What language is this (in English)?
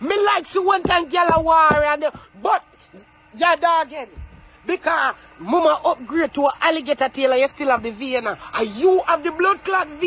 Jamaican Creole English